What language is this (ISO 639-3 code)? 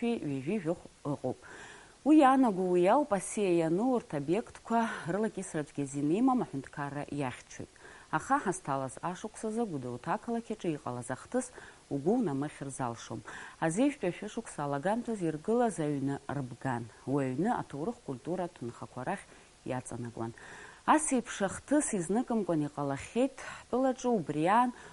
abk